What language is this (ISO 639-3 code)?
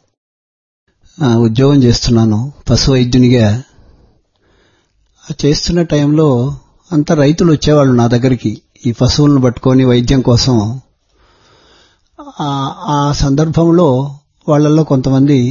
tel